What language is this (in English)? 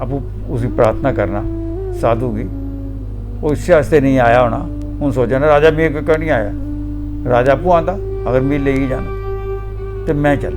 Dogri